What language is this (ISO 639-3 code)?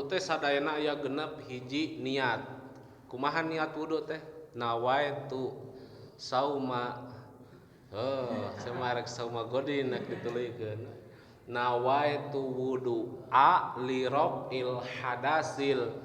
sun